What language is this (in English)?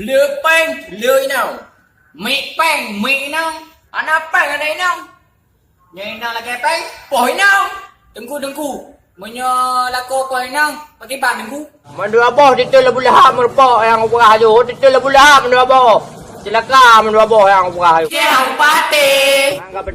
Achinese